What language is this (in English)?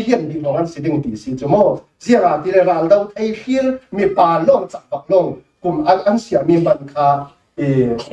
Falam Chin